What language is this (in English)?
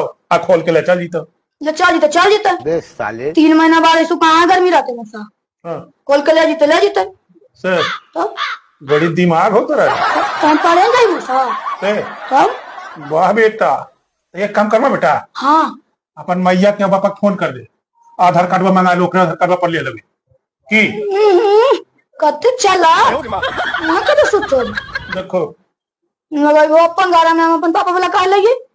Magahi